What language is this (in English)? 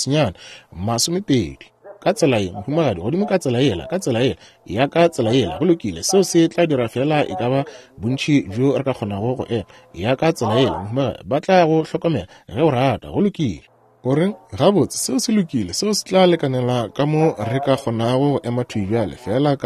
Northern Sotho